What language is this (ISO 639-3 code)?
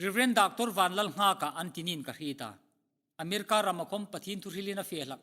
hmr